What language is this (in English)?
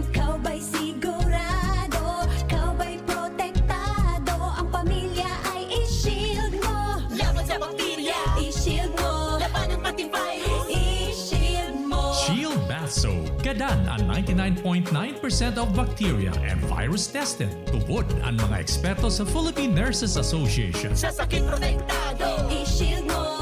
Bikol